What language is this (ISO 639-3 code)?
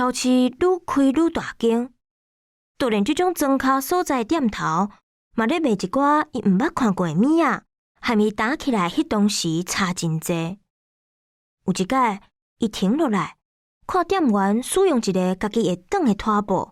nan